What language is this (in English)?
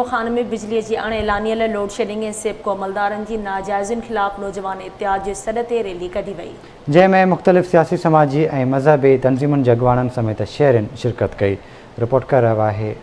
Sindhi